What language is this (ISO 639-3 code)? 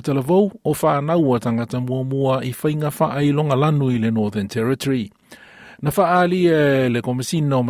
smo